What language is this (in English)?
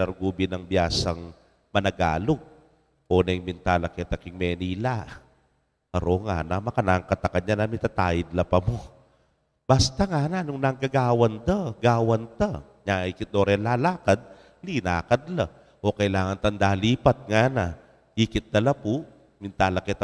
Pampanga